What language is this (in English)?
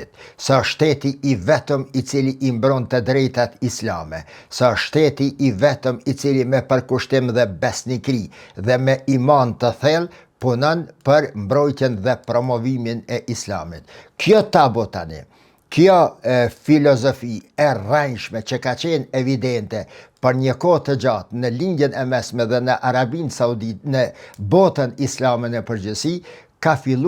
Albanian